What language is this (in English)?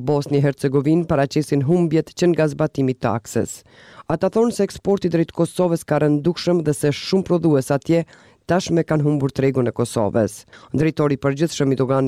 Albanian